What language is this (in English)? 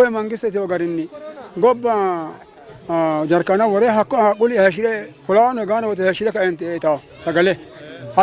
Sidamo